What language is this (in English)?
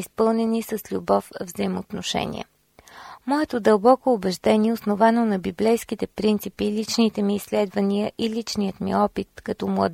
Bulgarian